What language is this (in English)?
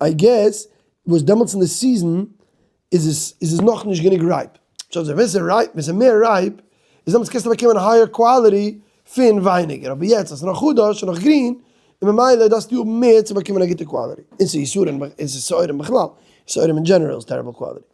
Yiddish